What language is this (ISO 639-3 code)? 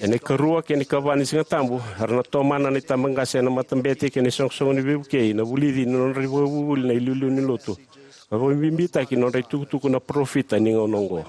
fij